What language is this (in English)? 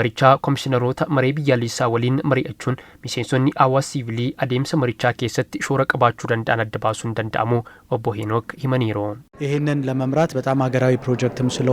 Oromo